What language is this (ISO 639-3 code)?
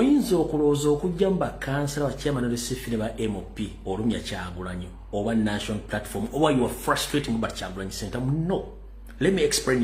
lug